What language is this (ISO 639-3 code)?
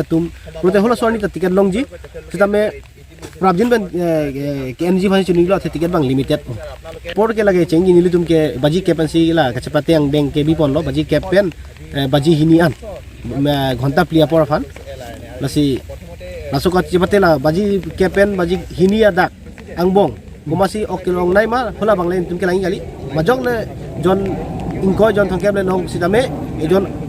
mjw